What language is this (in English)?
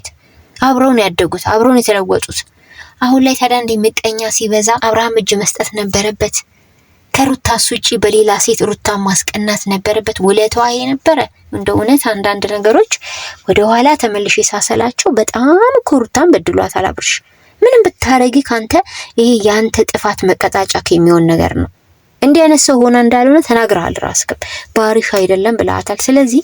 Amharic